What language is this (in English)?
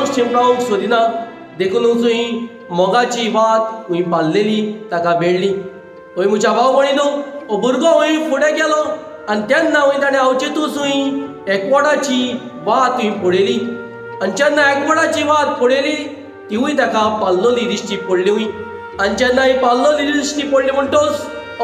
Konkani